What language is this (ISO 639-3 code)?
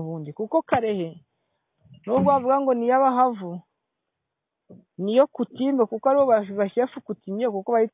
kin